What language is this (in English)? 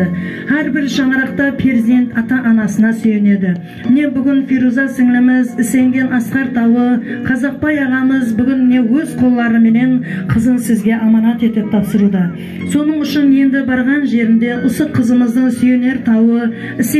Kara-Kalpak